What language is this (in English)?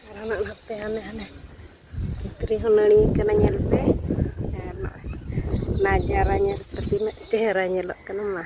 Santali